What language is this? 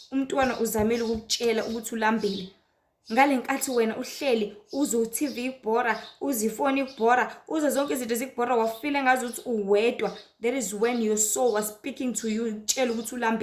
Zulu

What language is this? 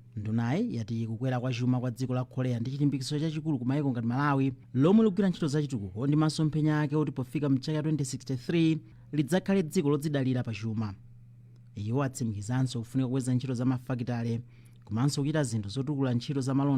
Nyanja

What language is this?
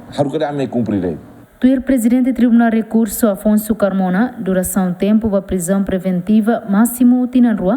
Tetum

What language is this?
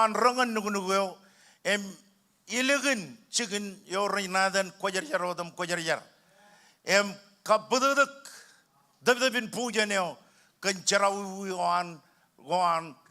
Marshallese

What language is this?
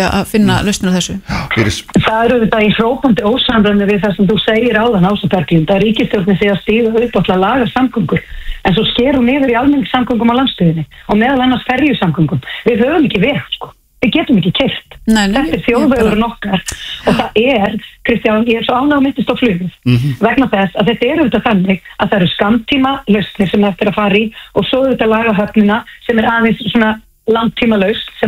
Icelandic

